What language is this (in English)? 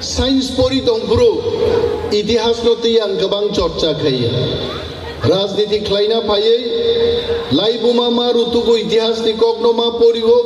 Kok Borok